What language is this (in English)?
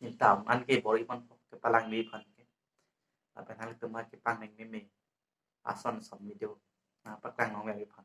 Karbi